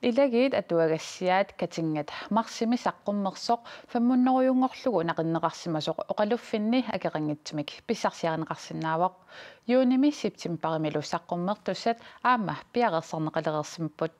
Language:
Kalaallisut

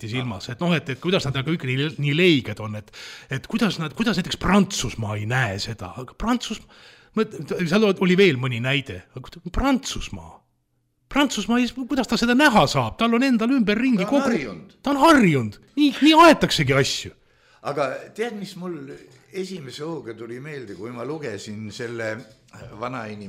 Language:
Estonian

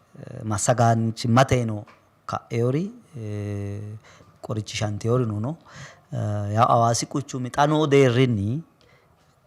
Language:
Sidamo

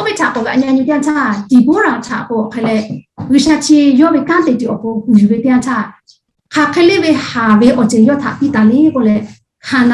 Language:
Lahu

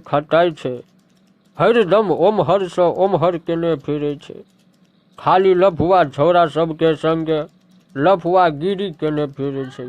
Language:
Maithili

